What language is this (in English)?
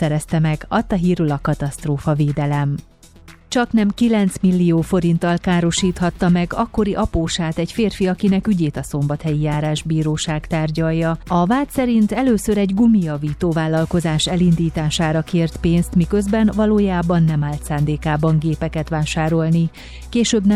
Hungarian